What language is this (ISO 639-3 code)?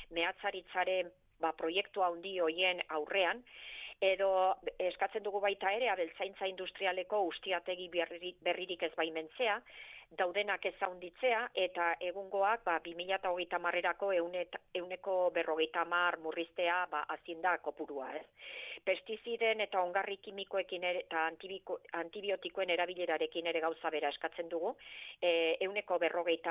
eus